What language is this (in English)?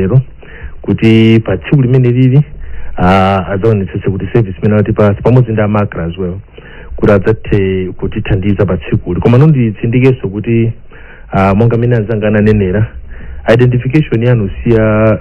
Nyanja